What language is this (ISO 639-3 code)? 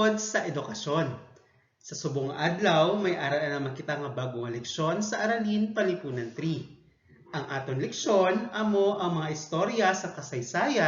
hil